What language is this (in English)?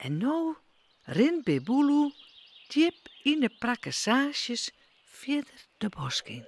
Western Frisian